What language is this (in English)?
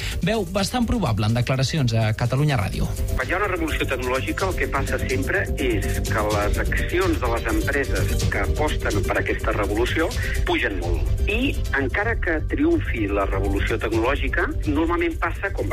Catalan